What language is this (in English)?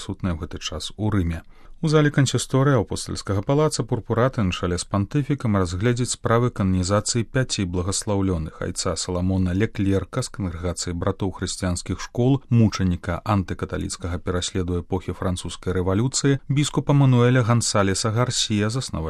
Belarusian